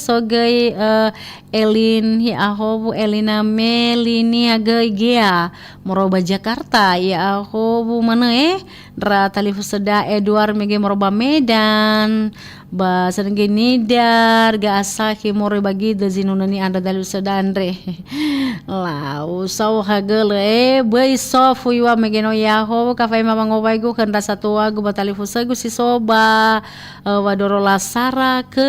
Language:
Nias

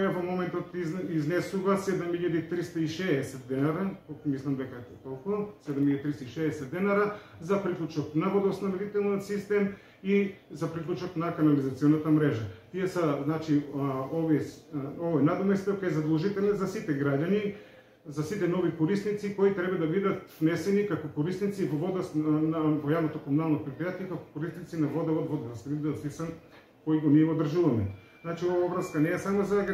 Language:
Macedonian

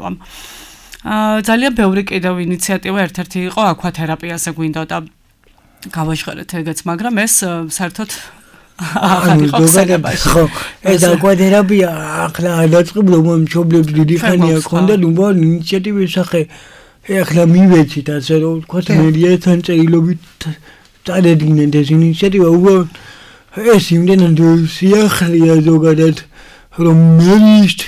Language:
Georgian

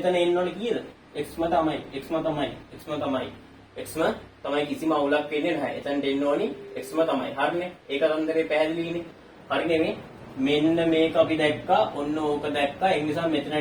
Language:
Sinhala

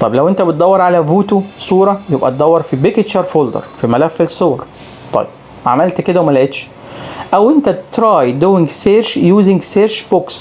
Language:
Egyptian Arabic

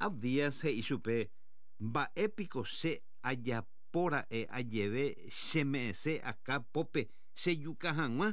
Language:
Guarani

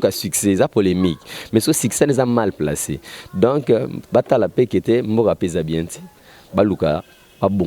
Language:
Lingala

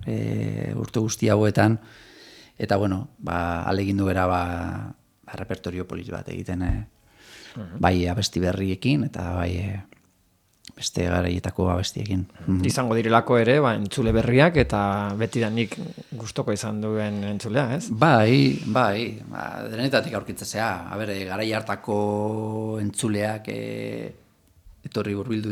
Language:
Basque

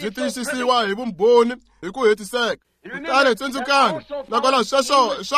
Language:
Tsonga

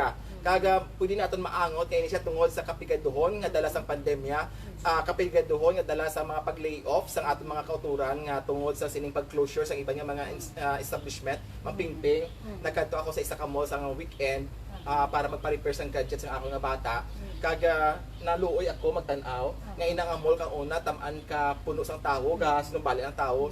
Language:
Hiligaynon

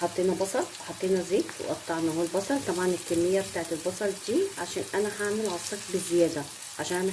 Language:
Egyptian Arabic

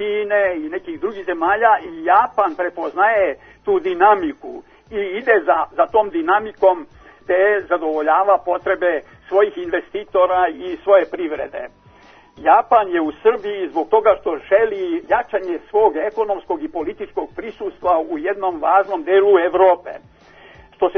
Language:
Serbian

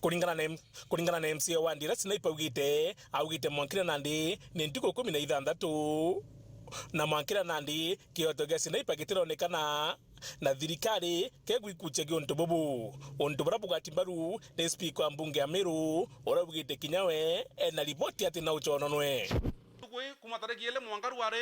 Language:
Meru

